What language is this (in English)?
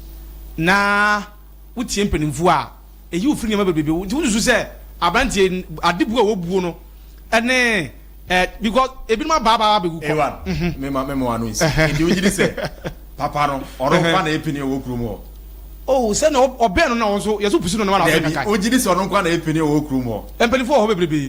Akan